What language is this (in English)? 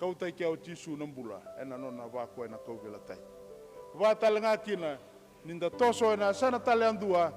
Fijian